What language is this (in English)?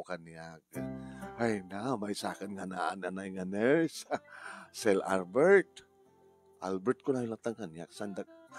Iloko